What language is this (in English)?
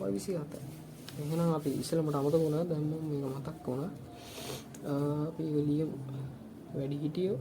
Sinhala